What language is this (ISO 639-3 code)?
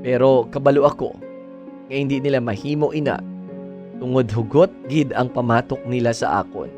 hil